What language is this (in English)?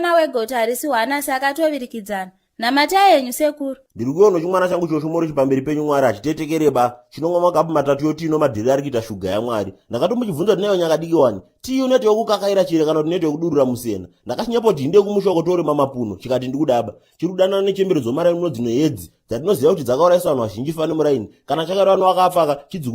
Shona